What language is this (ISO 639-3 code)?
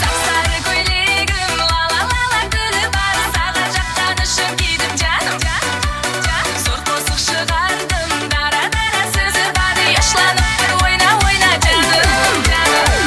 kaa